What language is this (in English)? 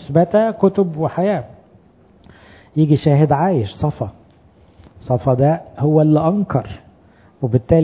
Egyptian Arabic